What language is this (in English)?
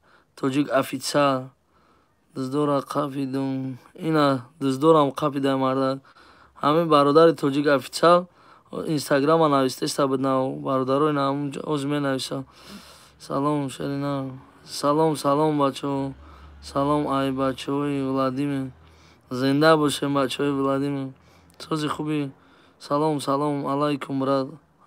Tajik